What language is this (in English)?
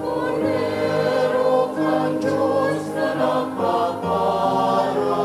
Bikol